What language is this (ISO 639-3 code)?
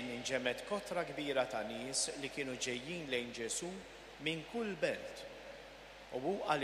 mlt